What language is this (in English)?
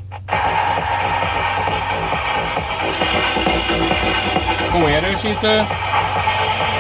Hungarian